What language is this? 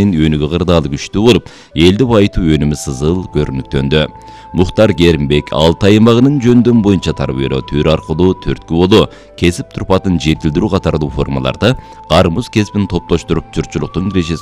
Kyrgyz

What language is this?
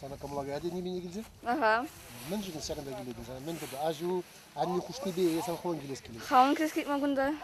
Chuvash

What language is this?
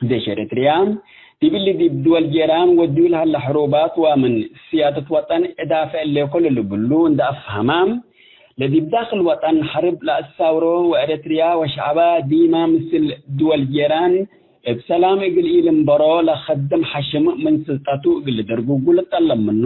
Tigre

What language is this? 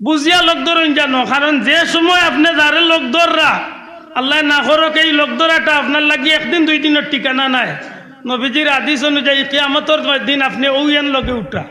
Sylheti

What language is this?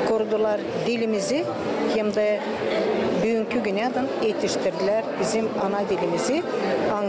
Gagauz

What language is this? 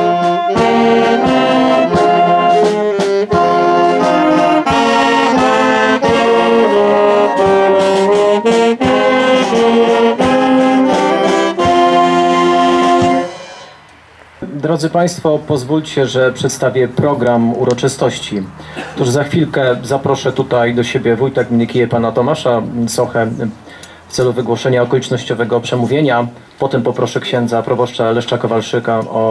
Polish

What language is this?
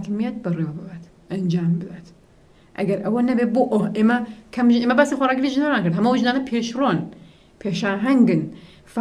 Central Kurdish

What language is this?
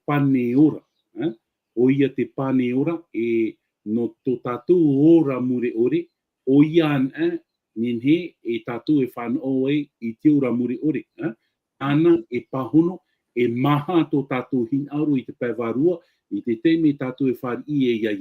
Tahitian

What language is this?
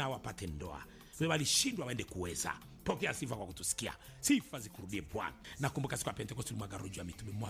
Swahili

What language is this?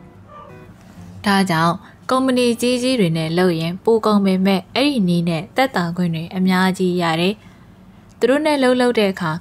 Burmese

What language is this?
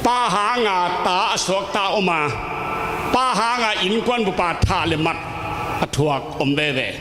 Tedim Chin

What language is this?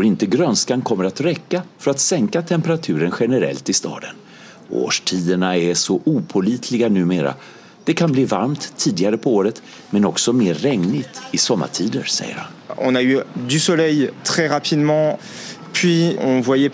Swedish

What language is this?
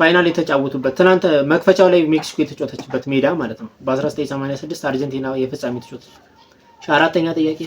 Amharic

